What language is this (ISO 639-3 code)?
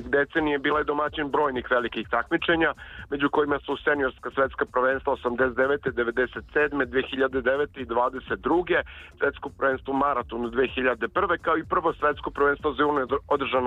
srp